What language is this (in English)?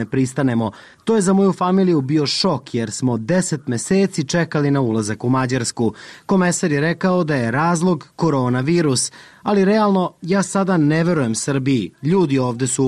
Serbian